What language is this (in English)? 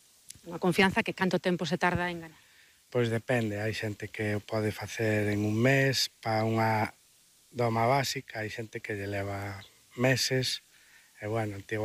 Galician